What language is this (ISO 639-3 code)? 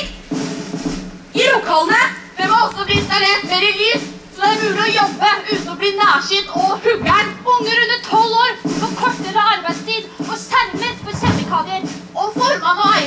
nor